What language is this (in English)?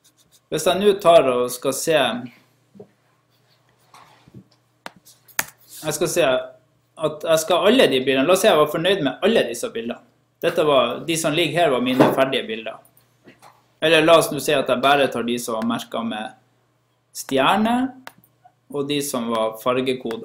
Norwegian